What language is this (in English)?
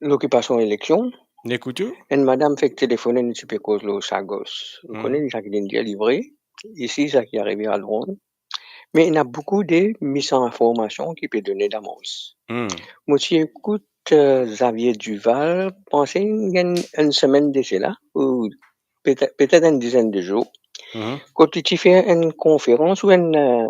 Morisyen